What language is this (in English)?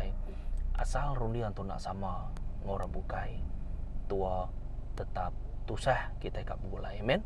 Iban